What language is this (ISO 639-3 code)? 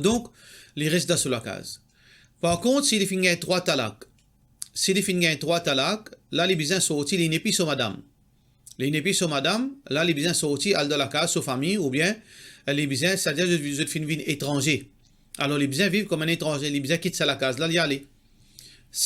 mfe